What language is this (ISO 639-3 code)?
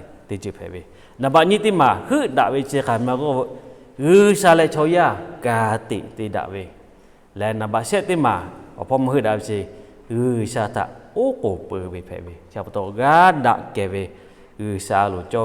lhu